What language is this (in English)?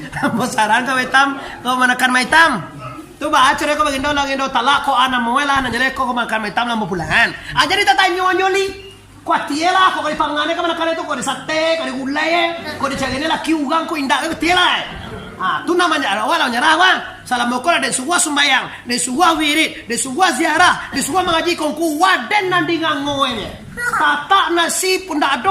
Minangkabau